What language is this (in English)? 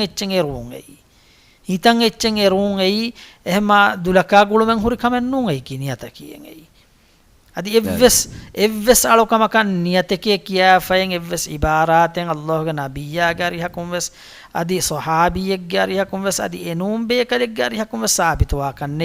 Divehi